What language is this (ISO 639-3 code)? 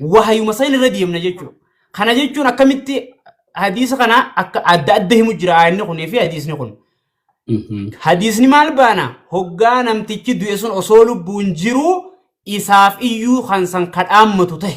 orm